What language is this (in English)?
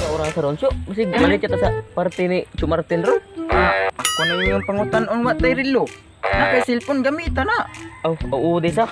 Cebuano